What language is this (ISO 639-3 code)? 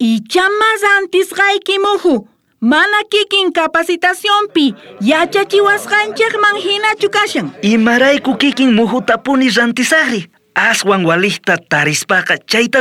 quh